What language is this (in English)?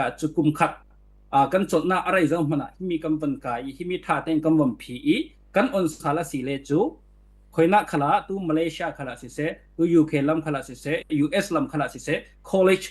Falam Chin